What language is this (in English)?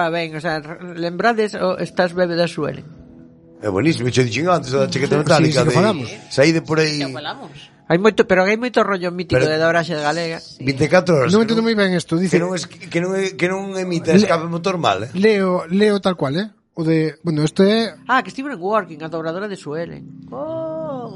Galician